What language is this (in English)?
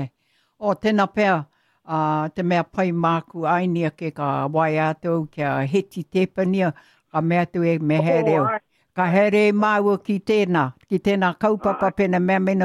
Māori